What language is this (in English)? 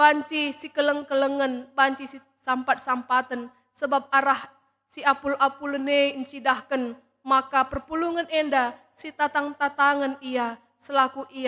Batak Karo